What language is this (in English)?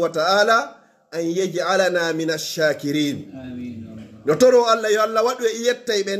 Fula